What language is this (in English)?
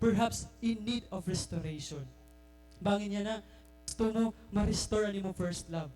Waray